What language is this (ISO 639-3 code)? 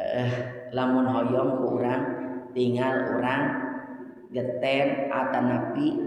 sun